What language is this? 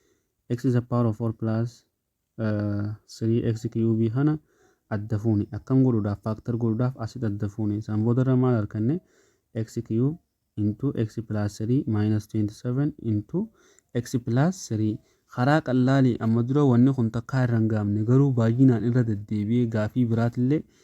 Oromo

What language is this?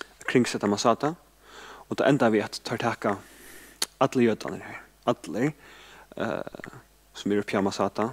Faroese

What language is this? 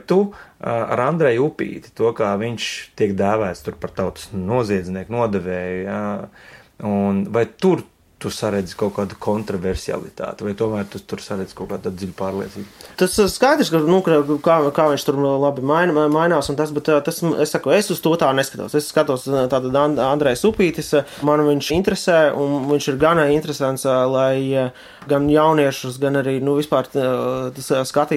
Latvian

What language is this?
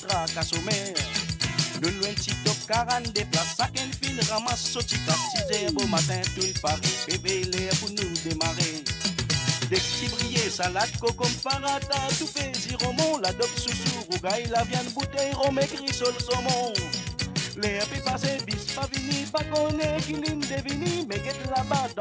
Morisyen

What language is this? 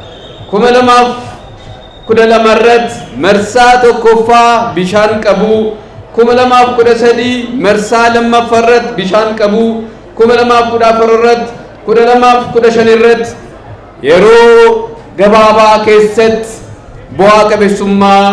Oromo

